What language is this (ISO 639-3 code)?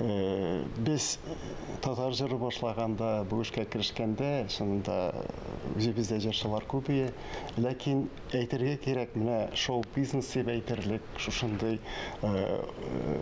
tat